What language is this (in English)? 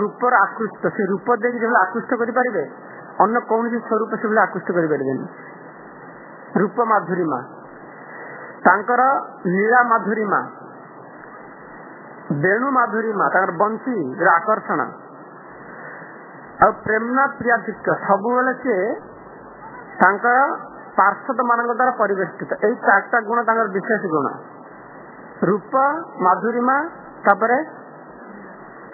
Odia